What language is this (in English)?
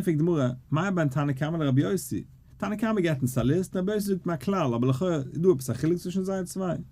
Yiddish